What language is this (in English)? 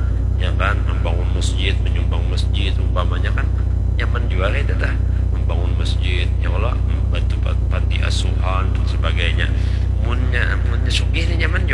Banjar